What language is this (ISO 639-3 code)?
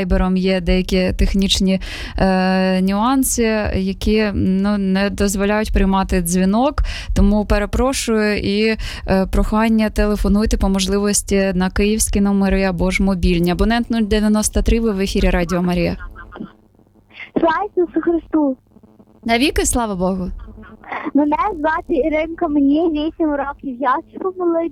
ukr